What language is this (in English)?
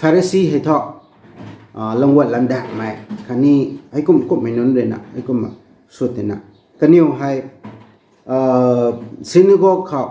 Rongmei Naga